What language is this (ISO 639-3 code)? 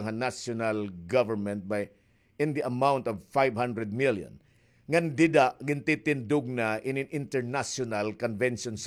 war